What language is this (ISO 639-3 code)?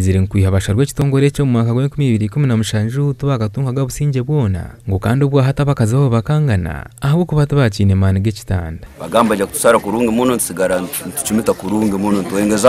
nyn